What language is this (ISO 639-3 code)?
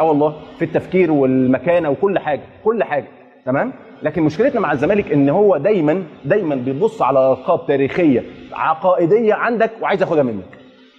arz